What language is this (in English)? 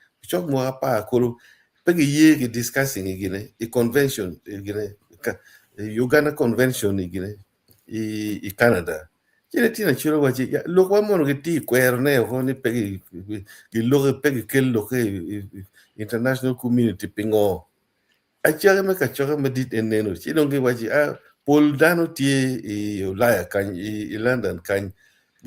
Acoli